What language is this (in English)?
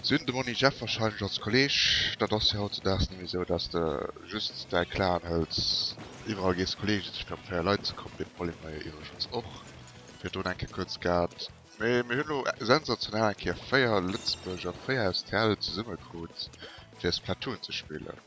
Luxembourgish